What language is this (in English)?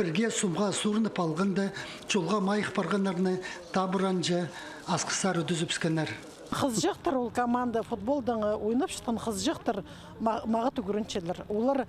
Khakas